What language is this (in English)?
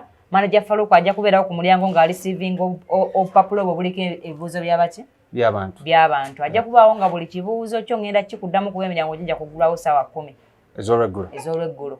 Ganda